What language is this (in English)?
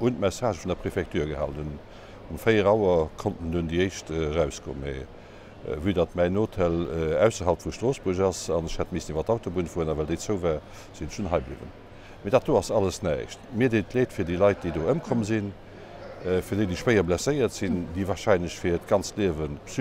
Luxembourgish